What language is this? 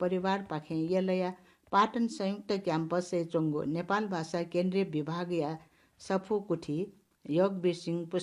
Newari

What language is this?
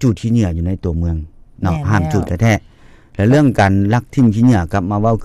Lao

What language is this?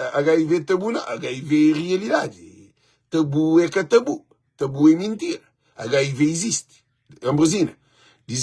Kabuverdianu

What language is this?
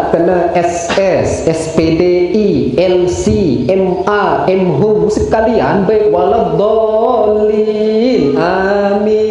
Sasak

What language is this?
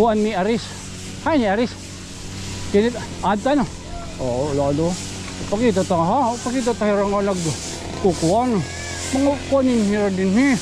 Waray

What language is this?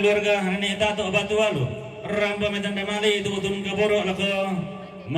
Toraja-Sa'dan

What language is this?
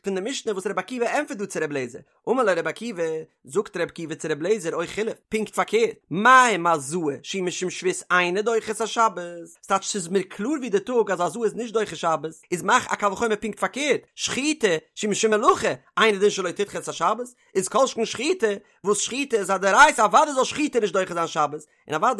Yiddish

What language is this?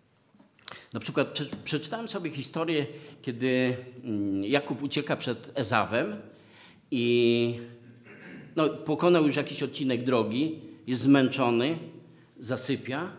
Polish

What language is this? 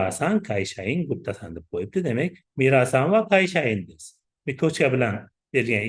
Uzbek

